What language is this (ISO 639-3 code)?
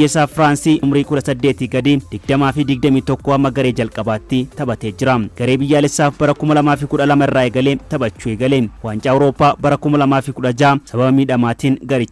orm